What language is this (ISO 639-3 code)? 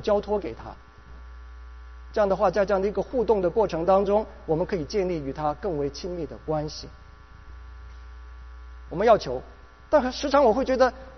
zho